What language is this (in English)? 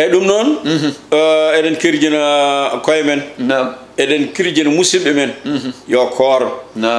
Fula